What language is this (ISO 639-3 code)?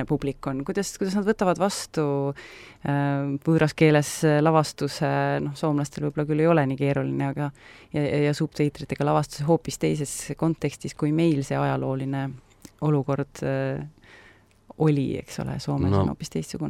est